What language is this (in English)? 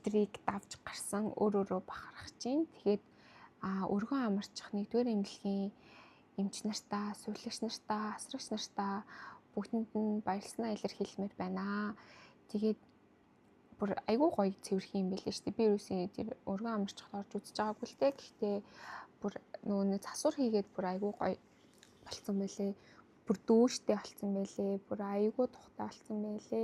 Mongolian